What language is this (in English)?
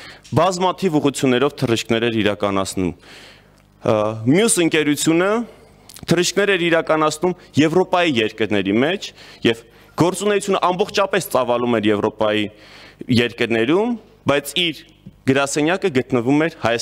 Armenian